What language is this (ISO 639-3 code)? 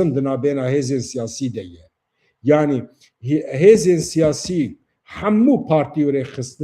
kur